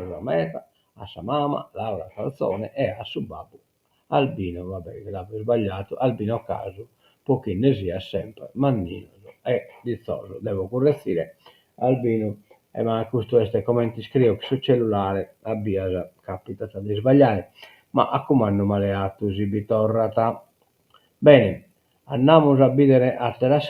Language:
Sardinian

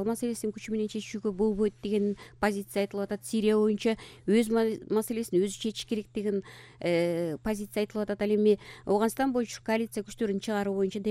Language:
Kyrgyz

